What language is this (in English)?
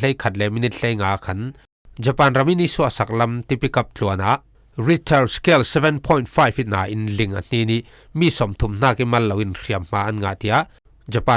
Falam Chin